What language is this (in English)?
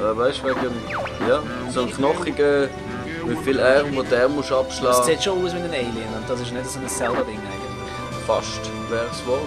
Swiss German